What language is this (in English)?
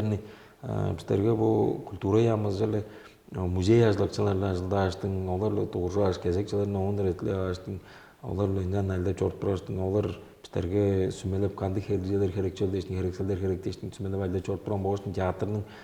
Tuvinian